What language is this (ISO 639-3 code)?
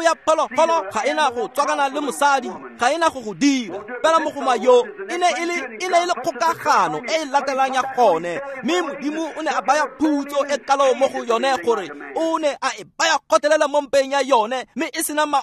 tsn